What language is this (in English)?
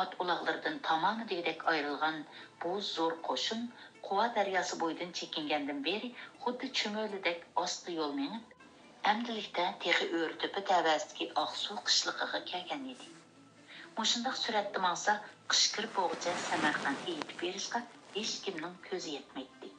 Uyghur